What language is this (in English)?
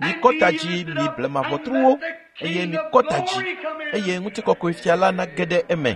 Ewe